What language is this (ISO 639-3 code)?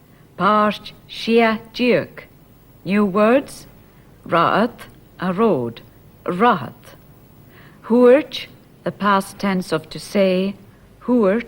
gla